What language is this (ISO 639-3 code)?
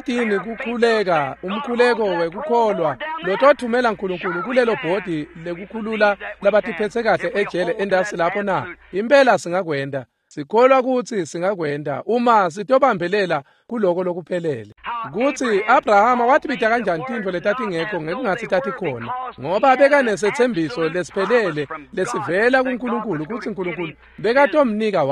ssw